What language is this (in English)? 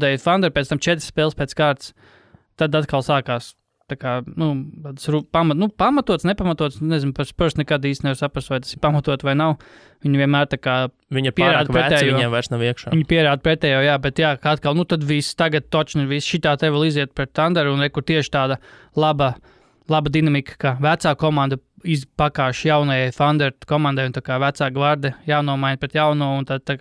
Latvian